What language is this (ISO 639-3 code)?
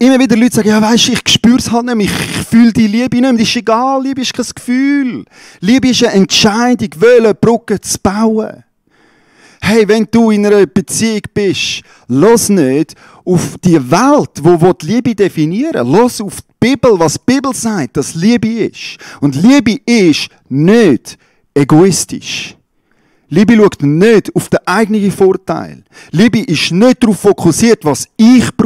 gsw